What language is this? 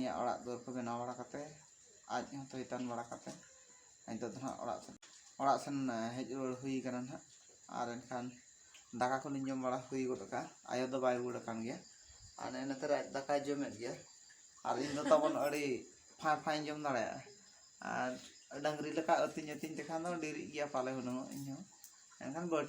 Santali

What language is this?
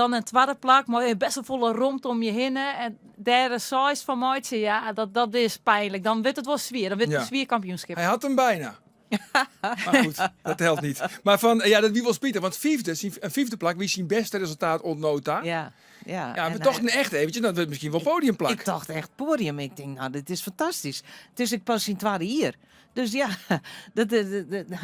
Western Frisian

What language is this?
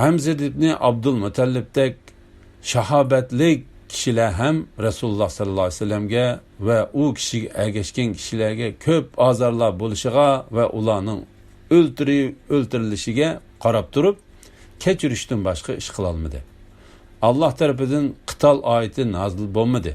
Uyghur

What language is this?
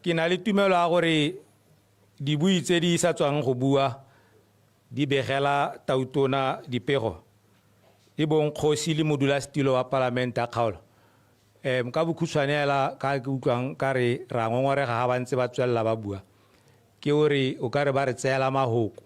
Tswana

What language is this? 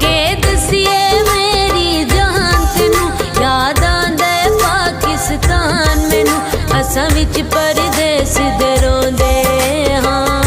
Pahari-Potwari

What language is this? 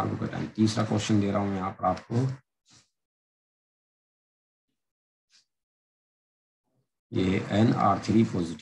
Hindi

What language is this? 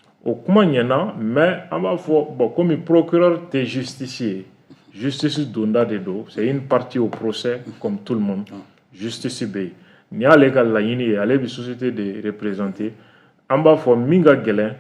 Bambara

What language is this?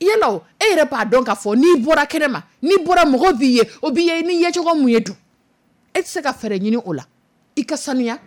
Dyula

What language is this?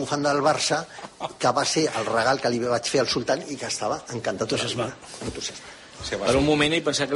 Catalan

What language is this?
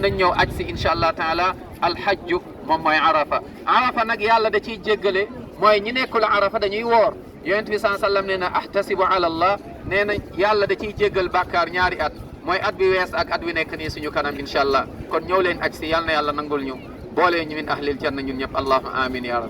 Wolof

